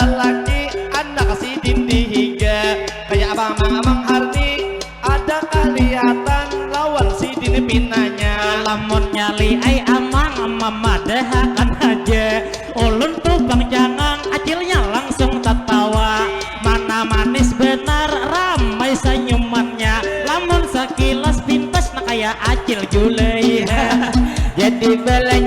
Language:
Banjar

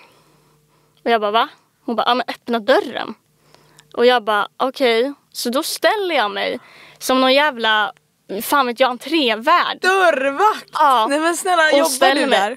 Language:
Swedish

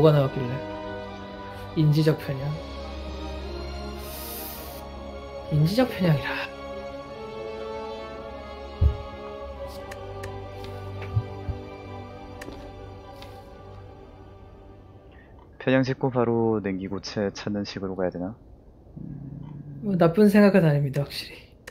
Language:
Korean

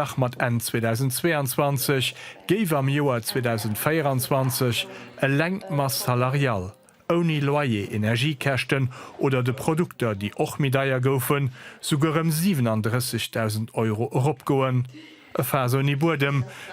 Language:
Luxembourgish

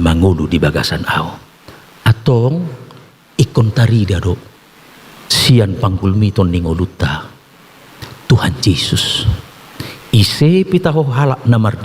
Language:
Batak Toba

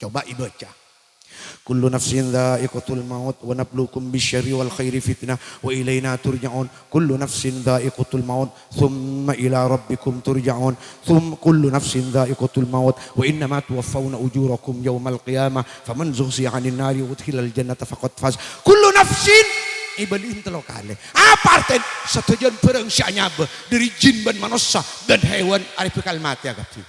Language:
Madurese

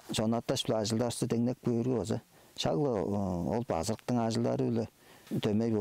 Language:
Tuvinian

